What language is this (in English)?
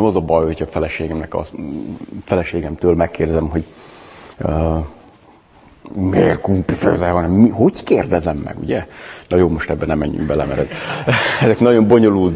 Hungarian